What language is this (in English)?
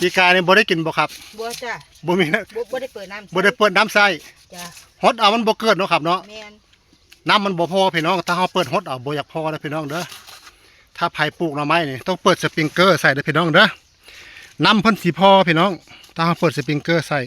Northeastern Thai